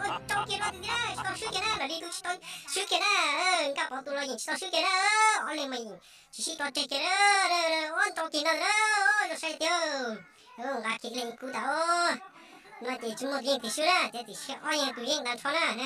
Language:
Hmong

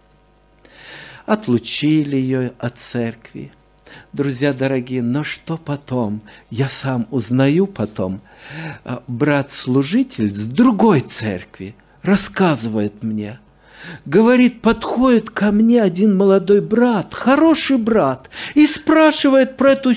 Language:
Russian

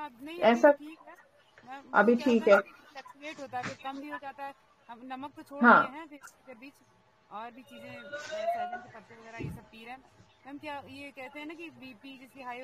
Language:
Hindi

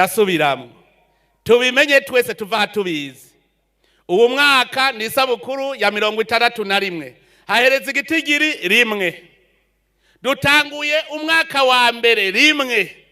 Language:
Rundi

